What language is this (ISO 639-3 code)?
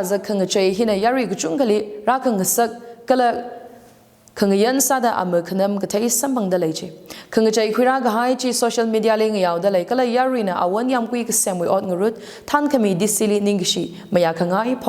nmf